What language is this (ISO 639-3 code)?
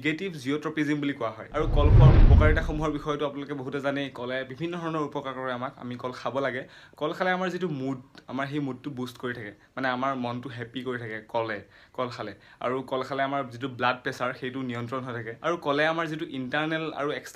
asm